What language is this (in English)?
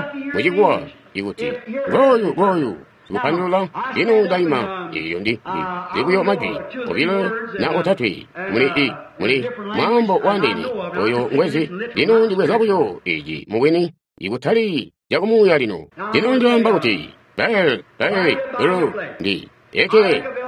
Tonga (Zambia)